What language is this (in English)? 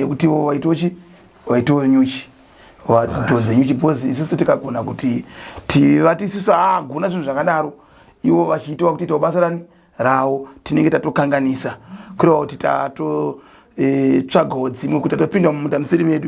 Shona